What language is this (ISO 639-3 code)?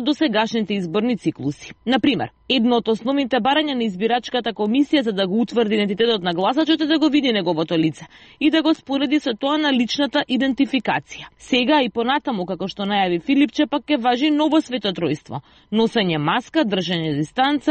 mkd